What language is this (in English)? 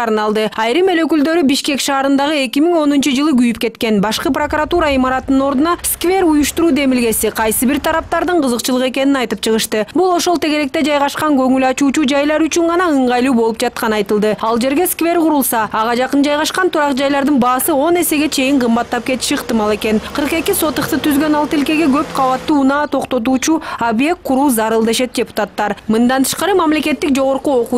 Kyrgyz